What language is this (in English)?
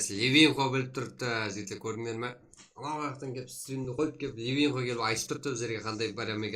Kara-Kalpak